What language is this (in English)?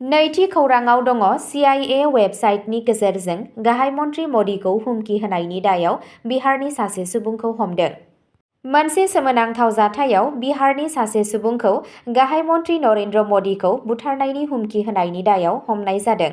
Bodo